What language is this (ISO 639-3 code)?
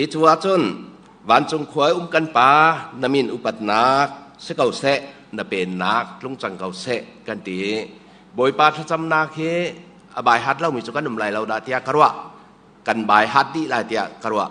cnh